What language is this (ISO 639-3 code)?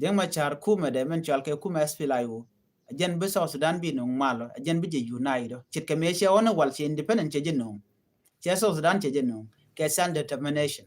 nus